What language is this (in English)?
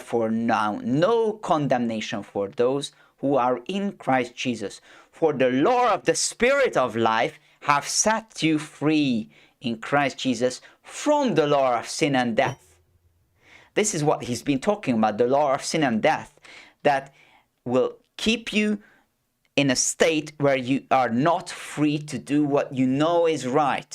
English